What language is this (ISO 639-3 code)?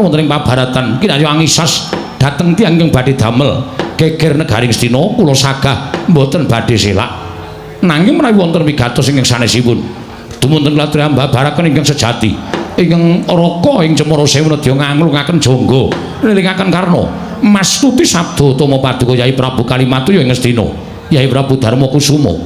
jav